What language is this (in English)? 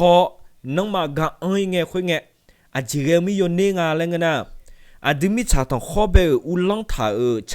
Akha